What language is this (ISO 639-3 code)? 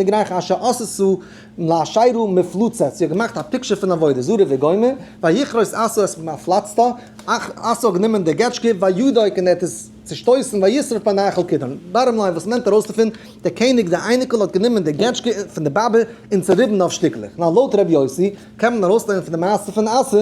yid